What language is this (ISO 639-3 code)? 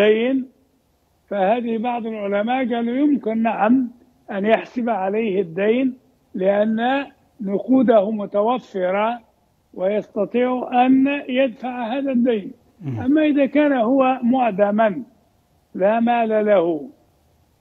ara